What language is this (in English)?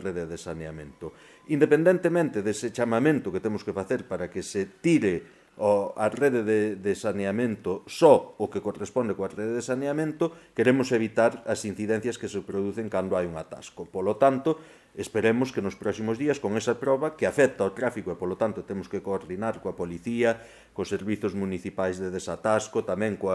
Galician